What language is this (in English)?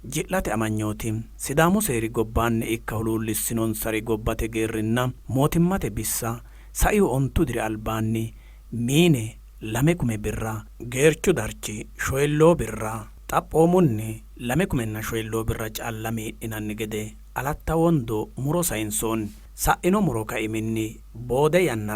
Sidamo